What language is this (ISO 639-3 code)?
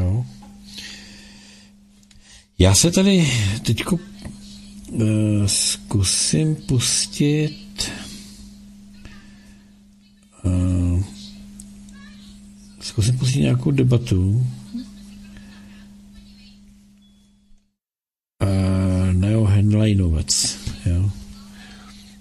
ces